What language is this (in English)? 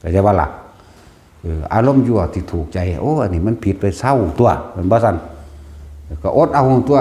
Northeastern Thai